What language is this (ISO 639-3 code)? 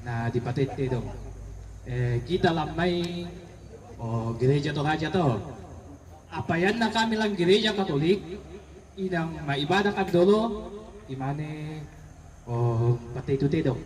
sda